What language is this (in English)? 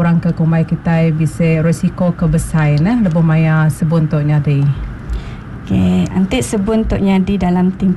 Iban